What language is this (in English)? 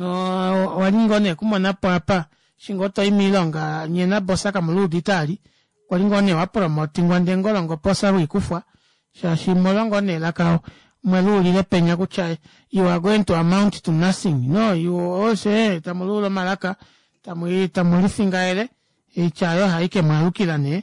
Kuanyama